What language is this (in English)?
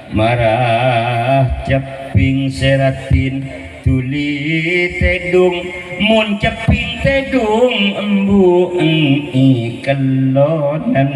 Madurese